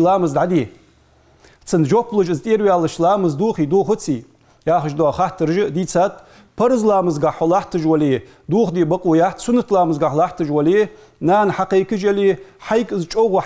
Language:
Ingush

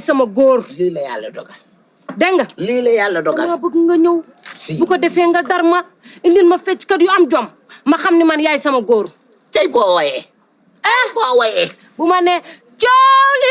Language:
Wolof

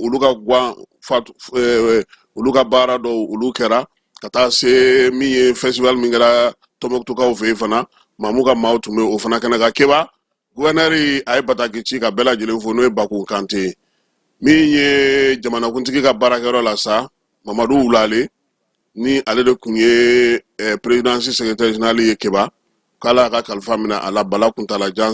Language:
Bambara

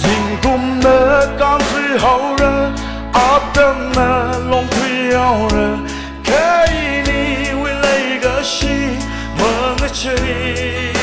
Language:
Tangkhul Naga (India)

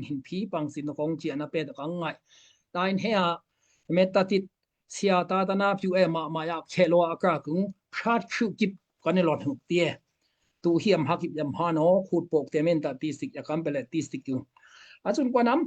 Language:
Daai Chin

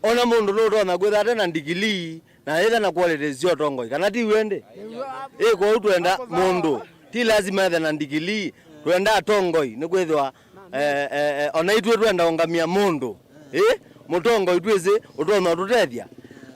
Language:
Kamba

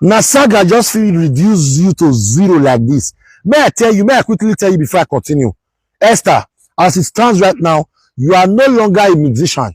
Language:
Nigerian Pidgin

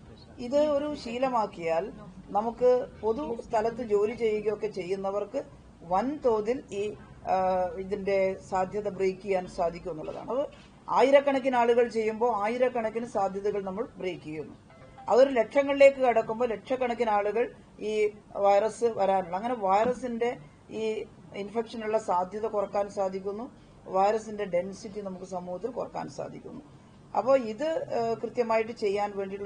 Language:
Malayalam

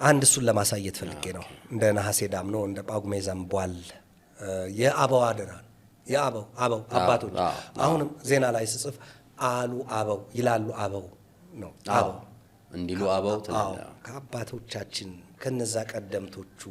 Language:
Amharic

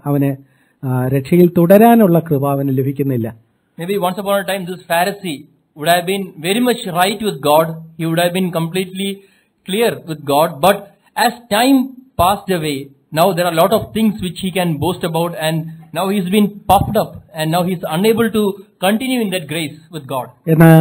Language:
Malayalam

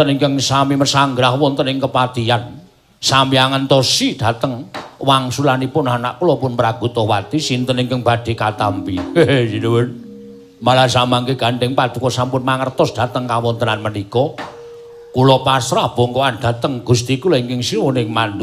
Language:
Javanese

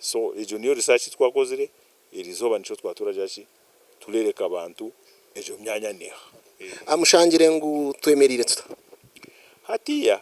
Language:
Nyankole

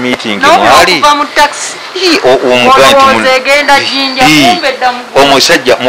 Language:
Ganda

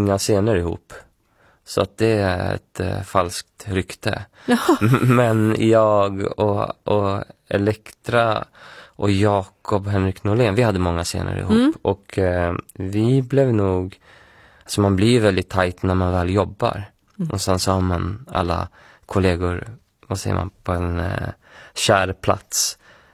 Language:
Swedish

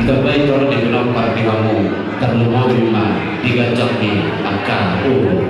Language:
Batak Toba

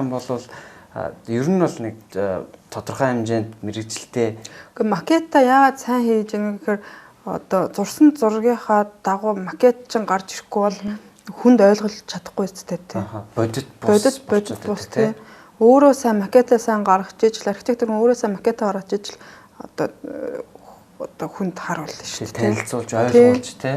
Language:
Mongolian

